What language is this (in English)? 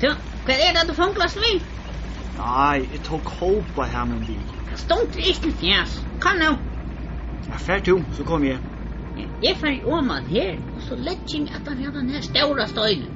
Faroese